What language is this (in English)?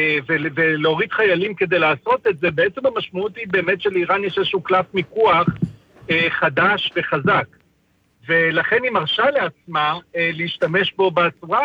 Hebrew